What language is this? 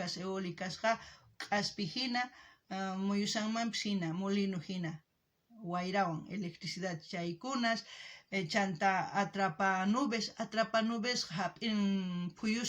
South Bolivian Quechua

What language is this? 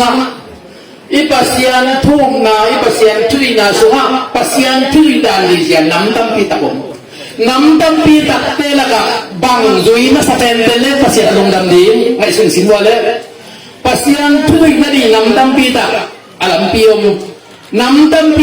Tedim Chin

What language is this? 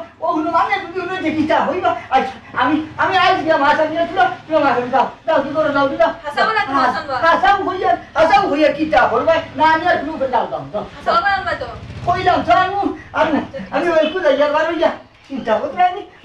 Sylheti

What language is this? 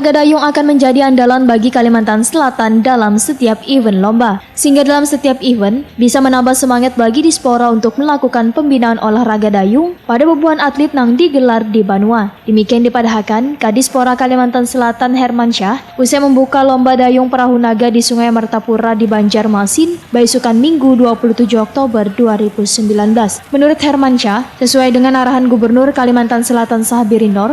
Banjar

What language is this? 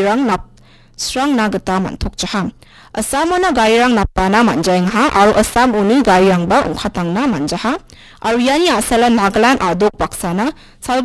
Garo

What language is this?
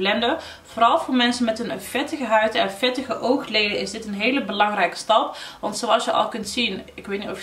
Dutch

